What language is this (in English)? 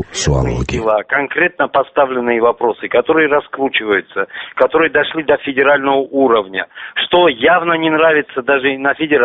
Avaric